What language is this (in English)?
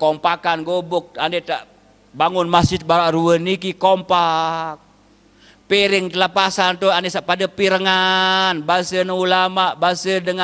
Sasak